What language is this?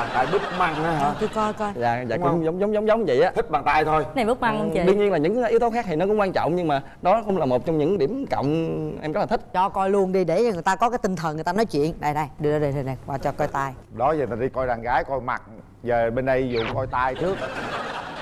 Vietnamese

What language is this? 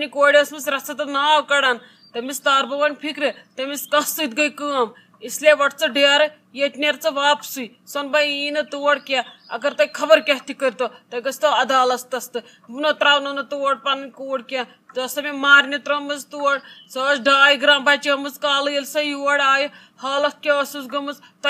Kashmiri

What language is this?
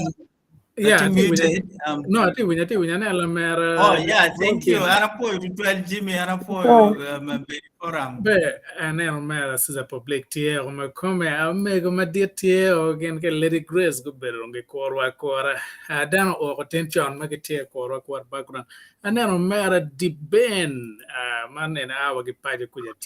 Acoli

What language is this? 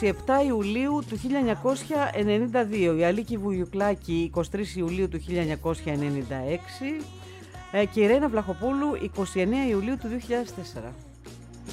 Greek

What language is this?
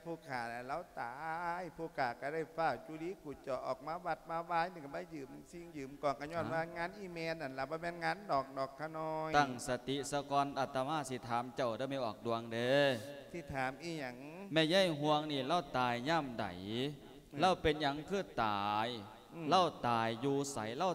Lao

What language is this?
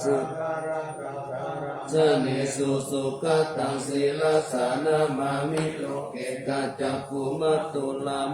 Pali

